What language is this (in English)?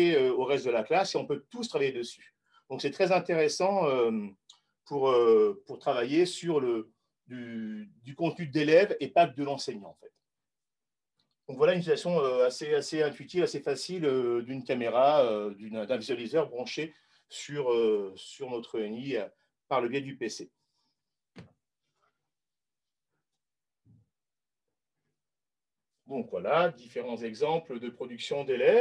French